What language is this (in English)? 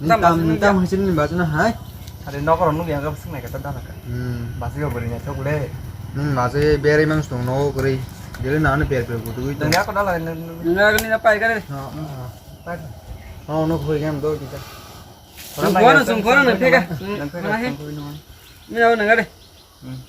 Kok Borok